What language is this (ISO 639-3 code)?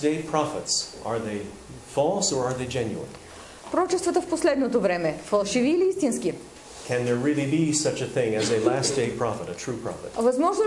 bul